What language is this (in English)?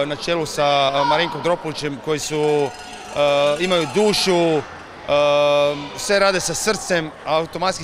Croatian